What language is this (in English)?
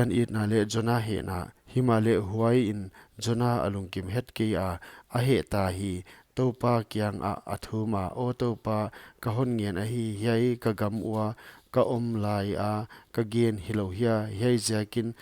Paite Chin